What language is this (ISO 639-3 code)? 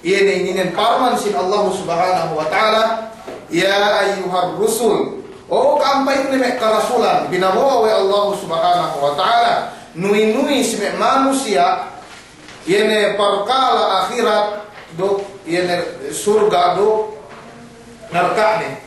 yka